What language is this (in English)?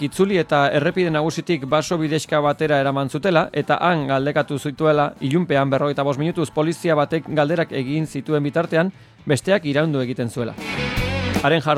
Basque